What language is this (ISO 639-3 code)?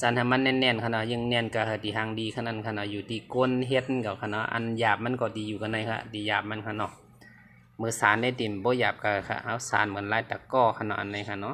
shn